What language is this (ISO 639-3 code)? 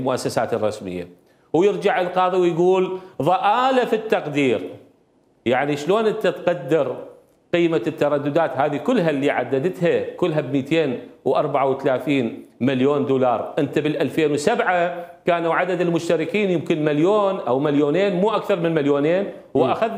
acm